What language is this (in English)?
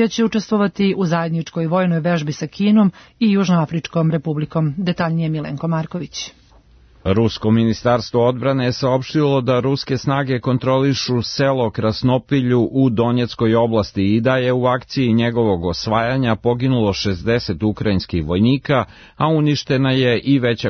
Serbian